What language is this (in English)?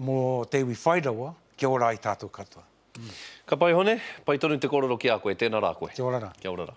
Māori